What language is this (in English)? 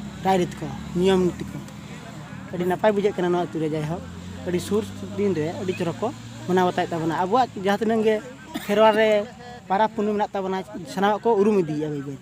Santali